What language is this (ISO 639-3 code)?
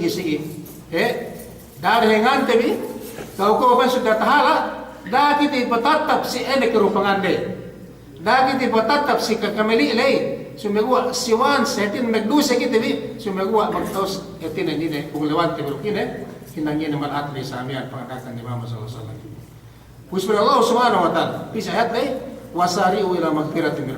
yka